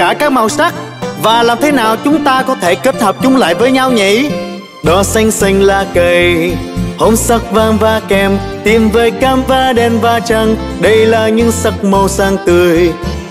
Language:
Vietnamese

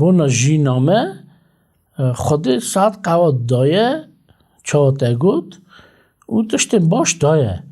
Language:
Kurdish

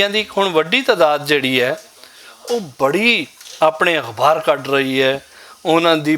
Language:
Western Panjabi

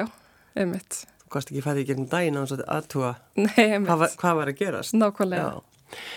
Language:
Icelandic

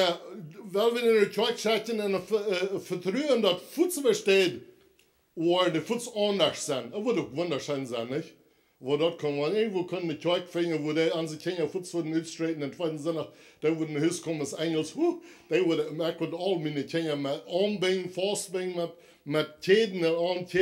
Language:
Plautdietsch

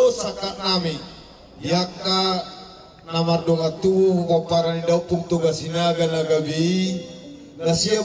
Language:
Batak Toba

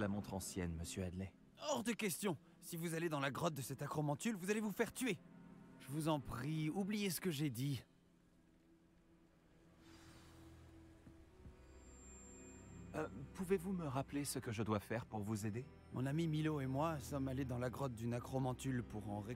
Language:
French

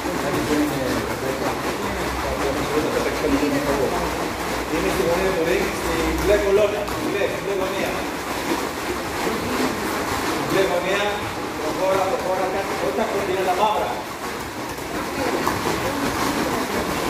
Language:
Greek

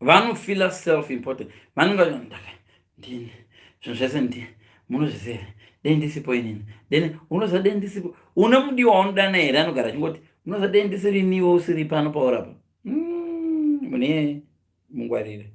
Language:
Shona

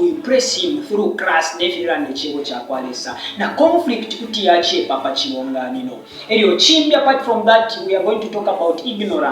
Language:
Bemba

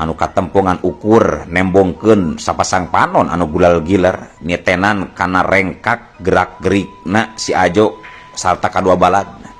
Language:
Sundanese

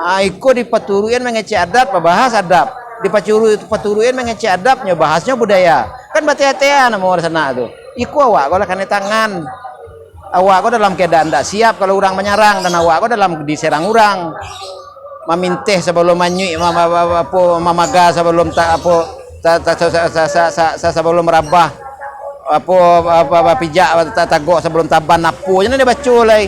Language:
Minangkabau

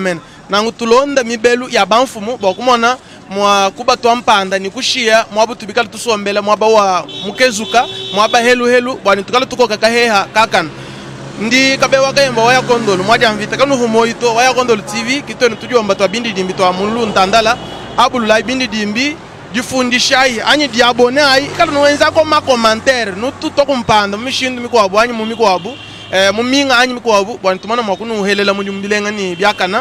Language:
Luba-Lulua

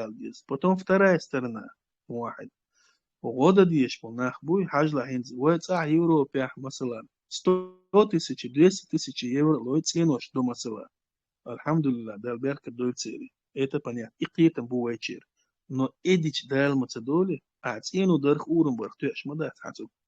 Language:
Chechen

